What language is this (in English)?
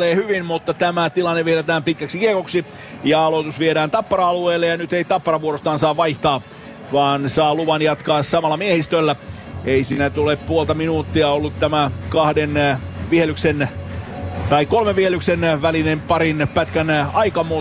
Finnish